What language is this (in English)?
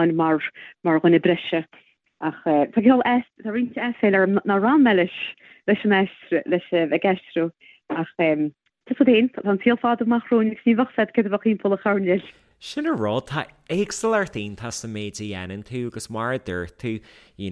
Irish